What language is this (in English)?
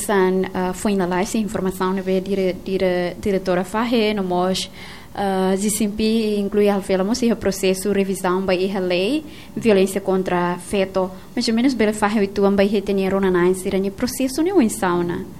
Tetum